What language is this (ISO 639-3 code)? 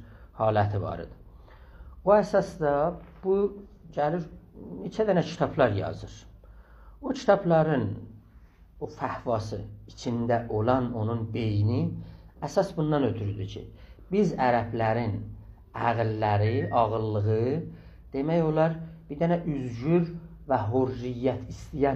azb